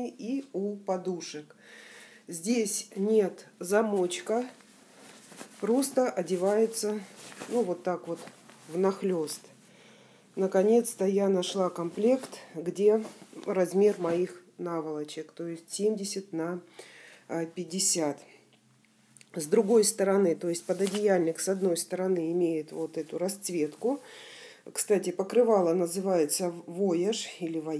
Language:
Russian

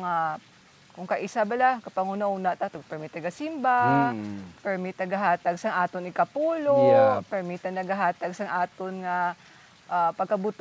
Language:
Hiligaynon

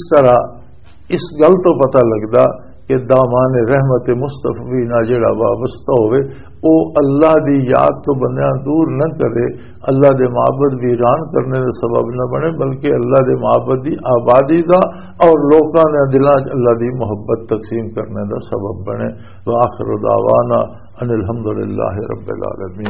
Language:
Western Panjabi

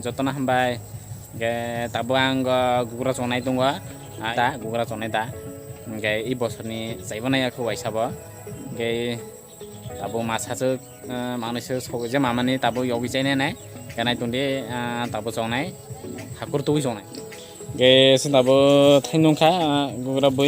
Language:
Kok Borok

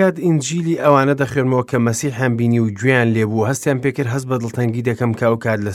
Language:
Central Kurdish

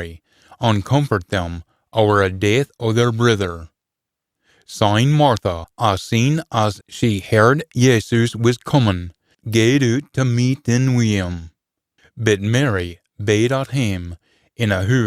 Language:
Scots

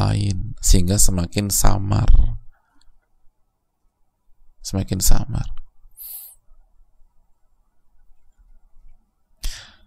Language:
Indonesian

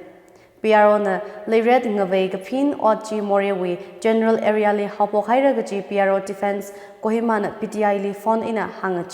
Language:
Tangkhul Naga (India)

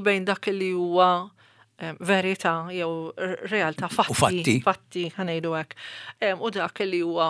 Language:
Maltese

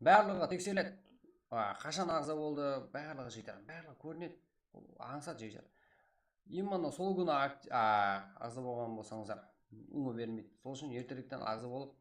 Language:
Kara-Kalpak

